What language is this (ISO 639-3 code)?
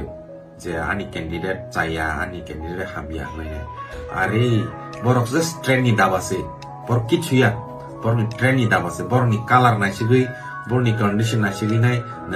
trp